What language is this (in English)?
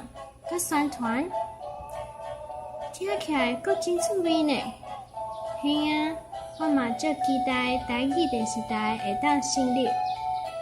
Min Nan Chinese